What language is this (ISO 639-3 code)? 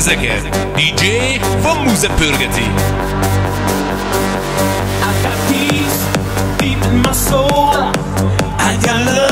hun